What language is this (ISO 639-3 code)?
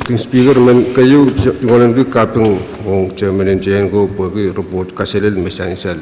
pon